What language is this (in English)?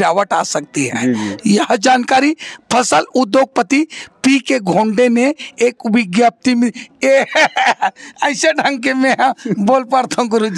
Chhattisgarhi